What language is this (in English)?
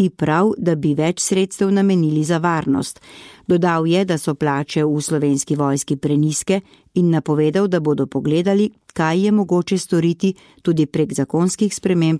Slovenian